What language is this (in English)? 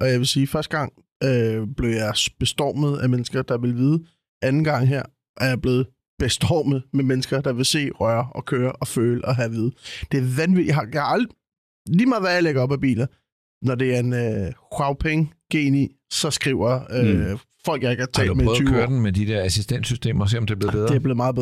Danish